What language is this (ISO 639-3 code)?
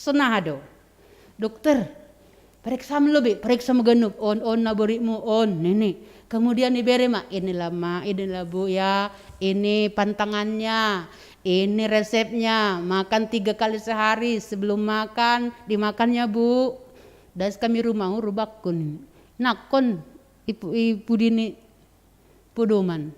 bts